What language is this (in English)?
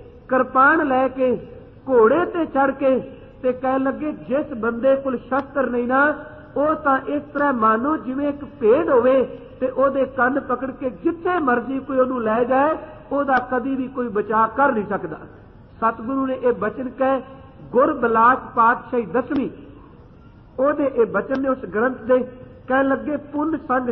Punjabi